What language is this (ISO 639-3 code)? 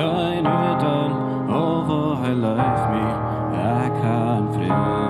pdt